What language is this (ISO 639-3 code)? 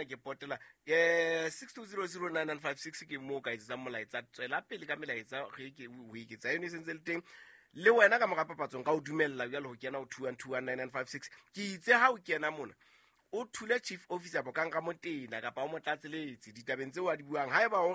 sot